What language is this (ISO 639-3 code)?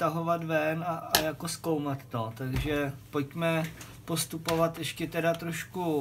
ces